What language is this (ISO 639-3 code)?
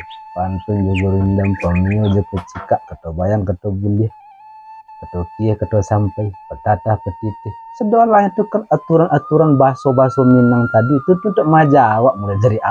min